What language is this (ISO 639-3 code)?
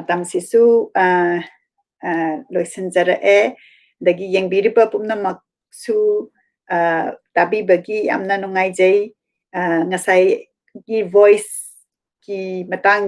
mni